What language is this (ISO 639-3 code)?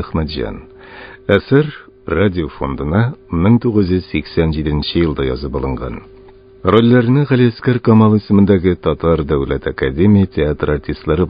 tat